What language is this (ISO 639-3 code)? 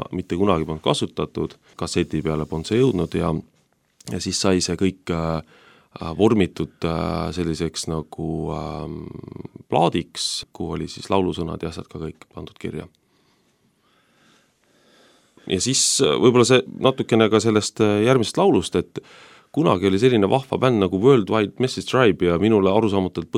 est